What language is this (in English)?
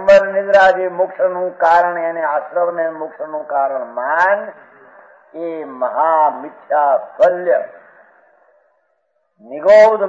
Gujarati